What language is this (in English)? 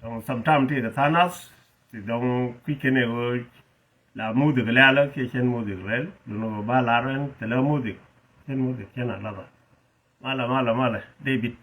Nuer